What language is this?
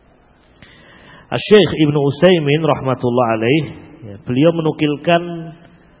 Indonesian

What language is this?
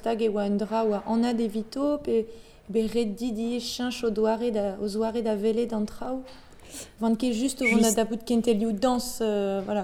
Breton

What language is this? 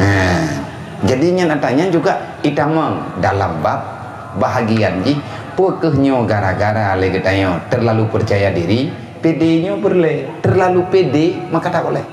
Achinese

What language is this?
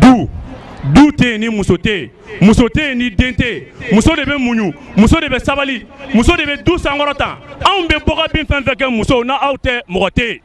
Bambara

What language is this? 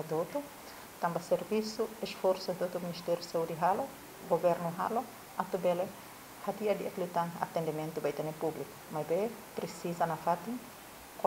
Tetum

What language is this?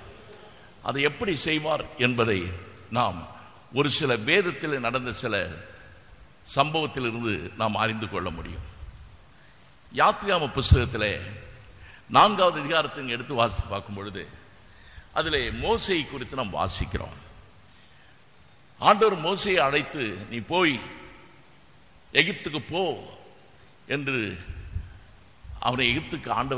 Tamil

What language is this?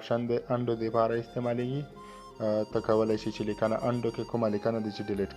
Pashto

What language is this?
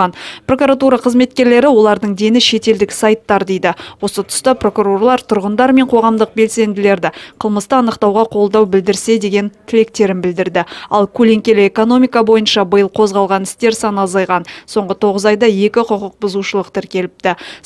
Kazakh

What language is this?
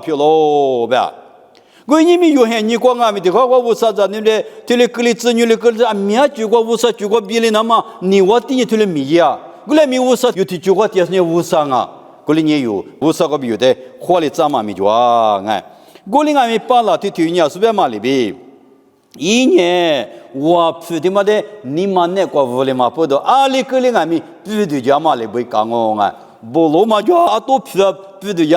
Lisu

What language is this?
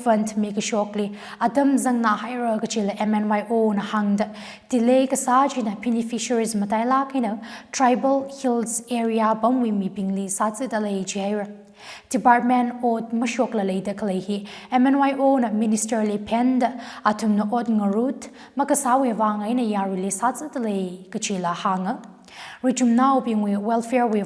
Tangkhul Naga (India)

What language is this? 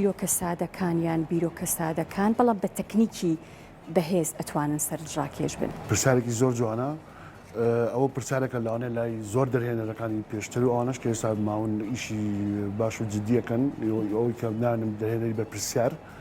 Central Kurdish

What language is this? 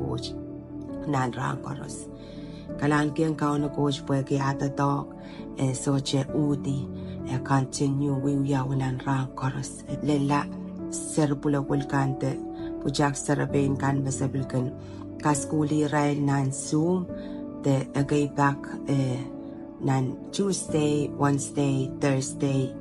Pohnpeian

